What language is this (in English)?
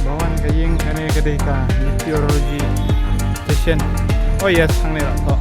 Khasi